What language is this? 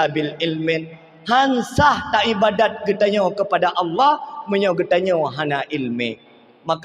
Achinese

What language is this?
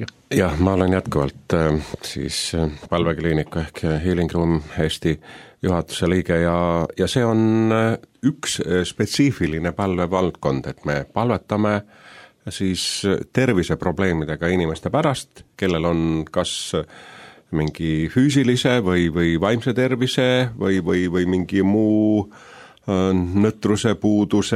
Estonian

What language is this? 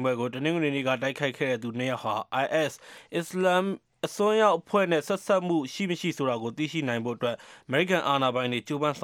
Burmese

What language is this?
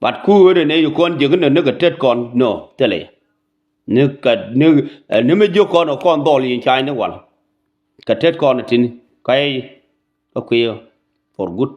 Nuer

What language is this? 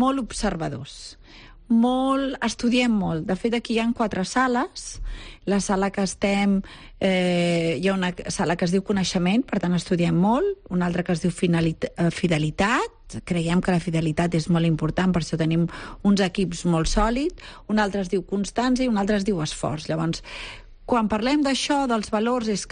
Catalan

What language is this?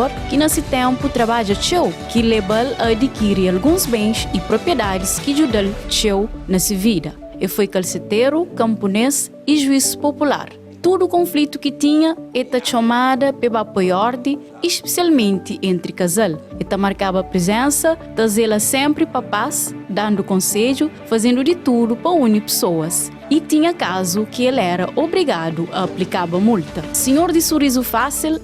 Kabuverdianu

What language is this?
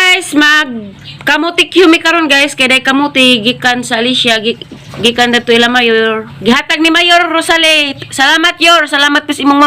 Cebuano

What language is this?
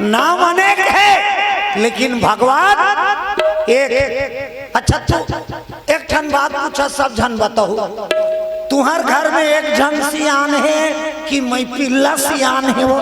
Chhattisgarhi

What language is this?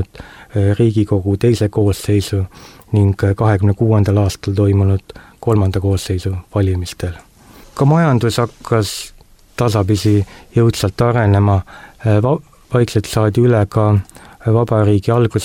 Estonian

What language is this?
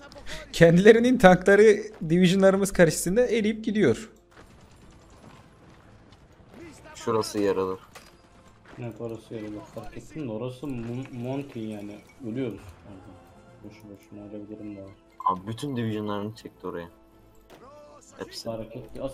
Turkish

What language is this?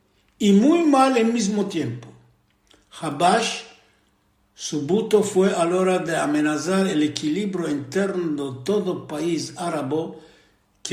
Ladino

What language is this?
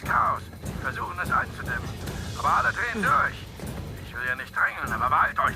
Swiss German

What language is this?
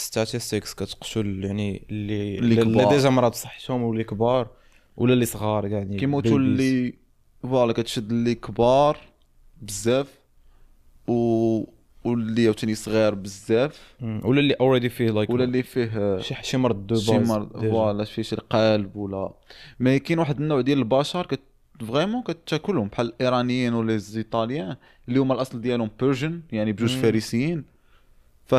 Moroccan Arabic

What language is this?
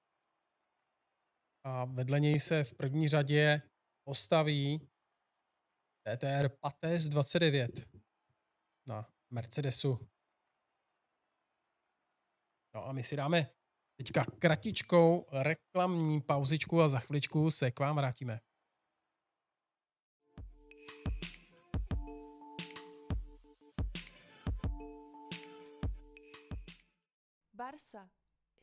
Czech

